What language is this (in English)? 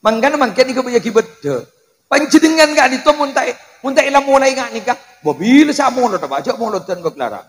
Madurese